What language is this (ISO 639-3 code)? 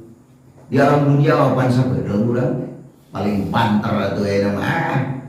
sun